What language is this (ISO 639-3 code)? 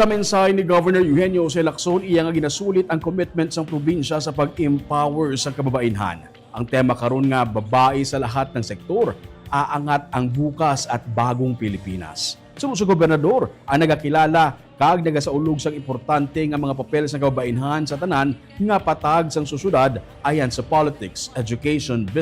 hil